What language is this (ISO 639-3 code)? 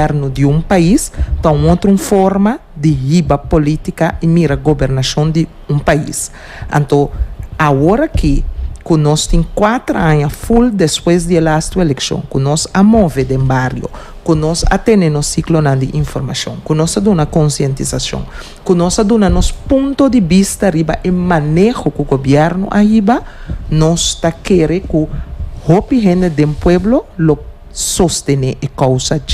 pap